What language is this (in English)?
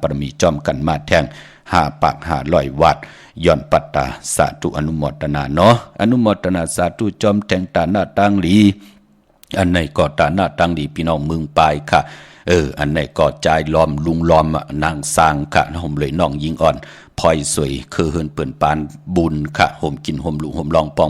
Shan